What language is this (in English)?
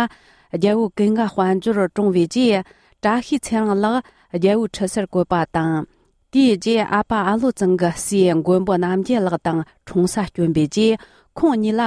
Tibetan